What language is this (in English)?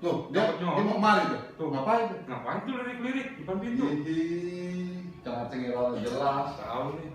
Betawi